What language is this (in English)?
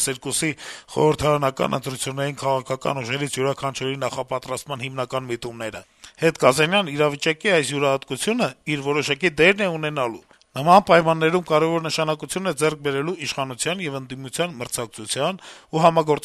Armenian